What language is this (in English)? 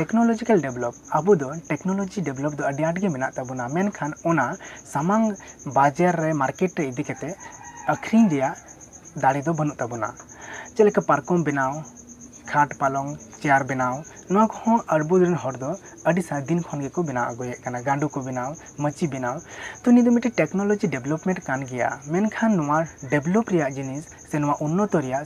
Santali